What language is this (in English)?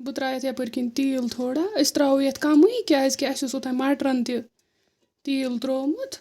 Kashmiri